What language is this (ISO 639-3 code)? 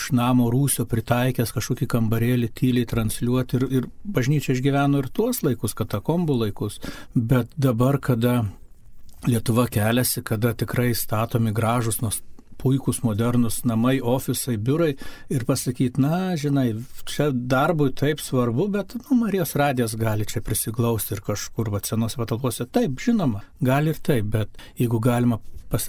lit